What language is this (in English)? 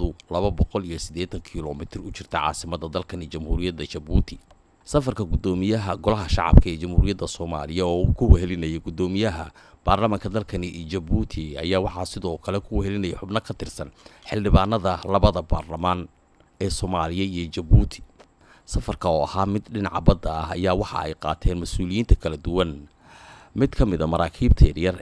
Somali